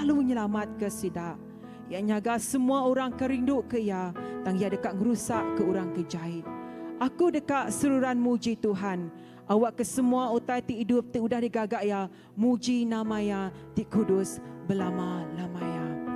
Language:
Iban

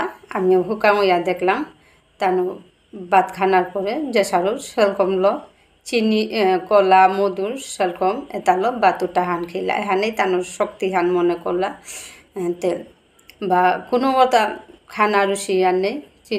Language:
Bishnupriya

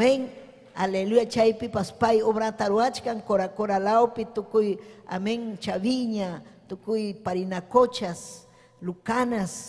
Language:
Ayacucho Quechua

